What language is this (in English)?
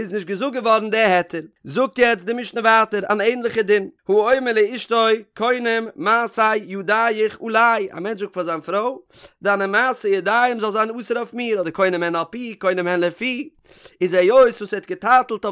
Yiddish